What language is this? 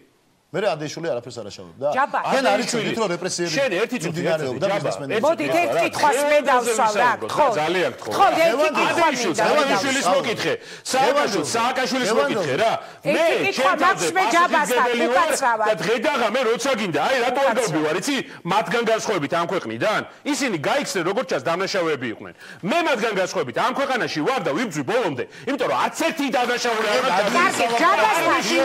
Georgian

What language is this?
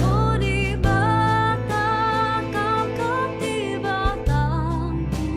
Batak Karo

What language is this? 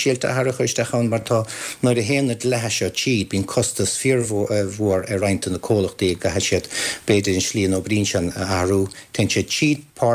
Irish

